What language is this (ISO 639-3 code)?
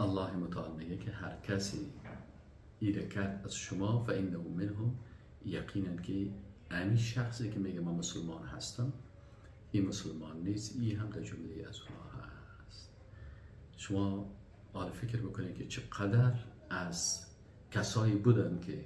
fas